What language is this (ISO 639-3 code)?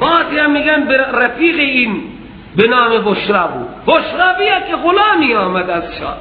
fas